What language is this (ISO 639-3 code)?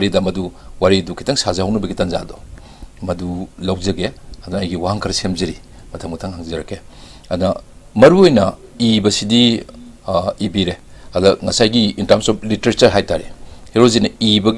mni